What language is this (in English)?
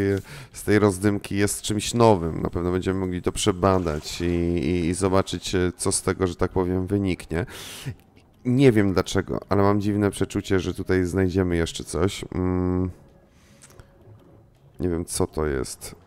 Polish